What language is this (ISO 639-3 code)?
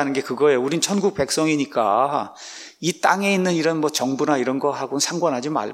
kor